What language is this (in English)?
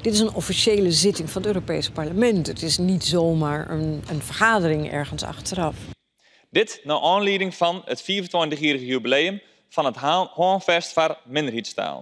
Western Frisian